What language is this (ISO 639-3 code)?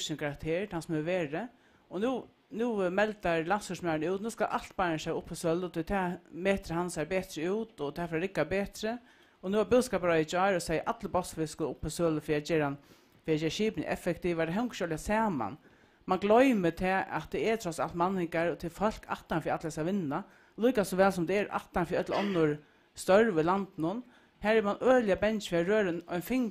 fao